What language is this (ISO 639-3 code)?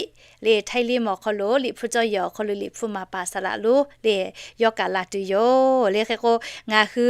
lhu